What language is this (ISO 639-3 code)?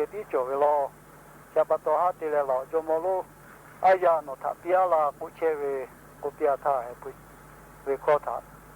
lhu